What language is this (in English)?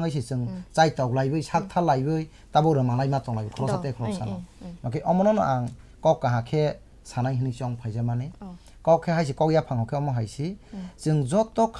Kok Borok